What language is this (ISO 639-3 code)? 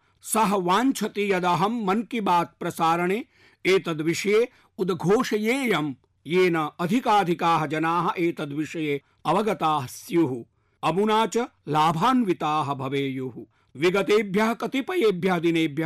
san